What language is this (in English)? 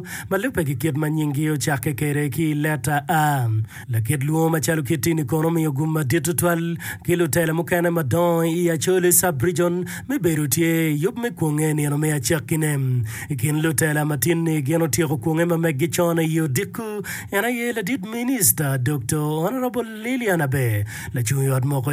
Acoli